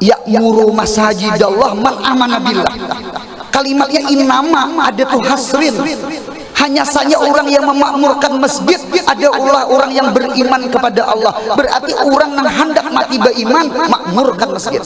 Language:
Banjar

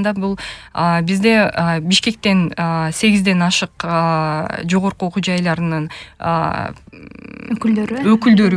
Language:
Kyrgyz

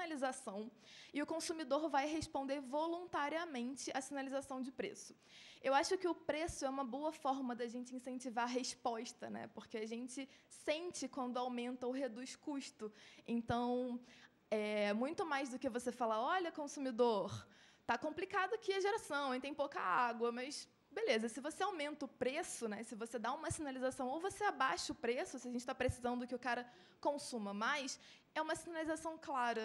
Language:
Portuguese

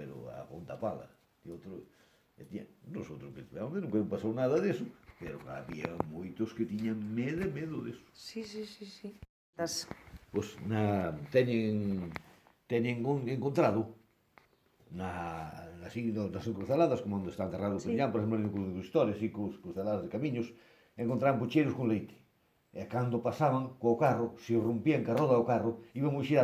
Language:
Galician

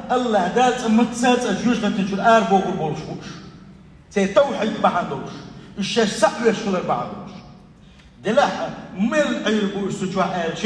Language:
Chechen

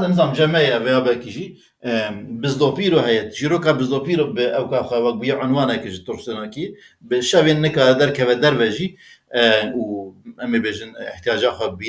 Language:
Kurdish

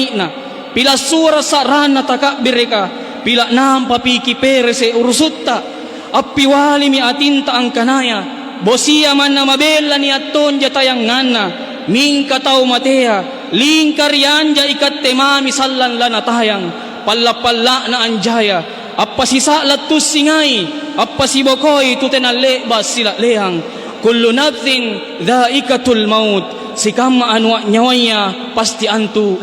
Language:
Makasar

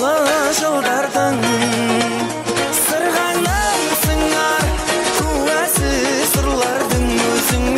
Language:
Kara-Kalpak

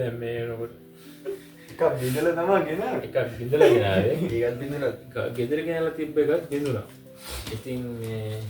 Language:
Sinhala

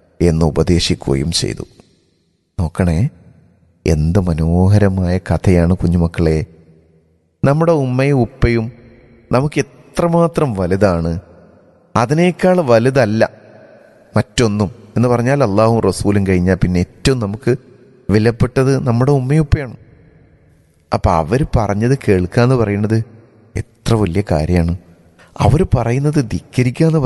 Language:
Malayalam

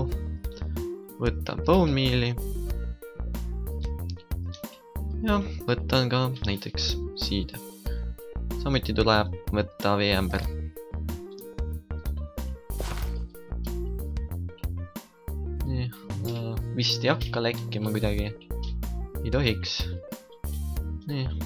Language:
Estonian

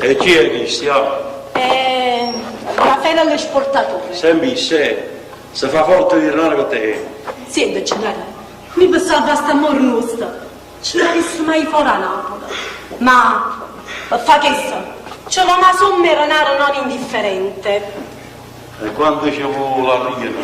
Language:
Neapolitan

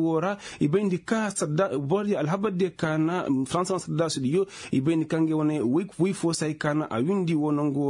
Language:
Koyraboro Senni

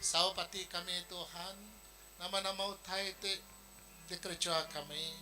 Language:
Iban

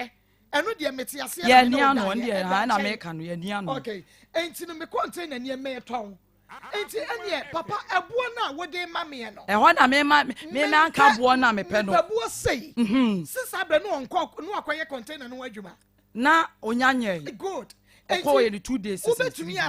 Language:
Akan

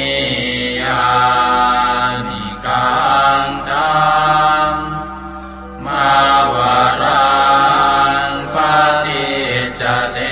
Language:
Pali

